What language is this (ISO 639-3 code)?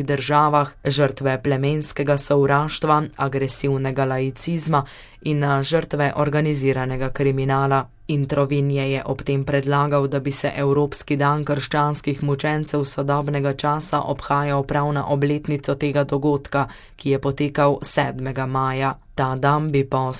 slv